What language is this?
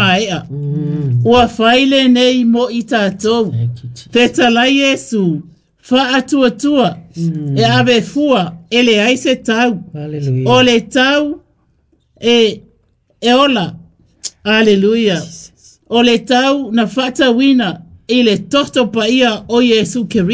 Samoan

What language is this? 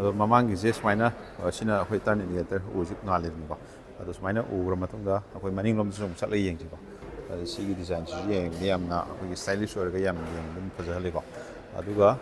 Manipuri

